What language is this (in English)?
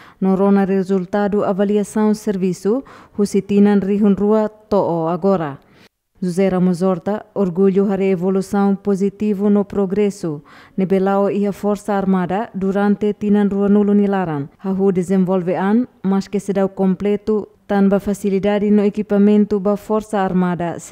Tetum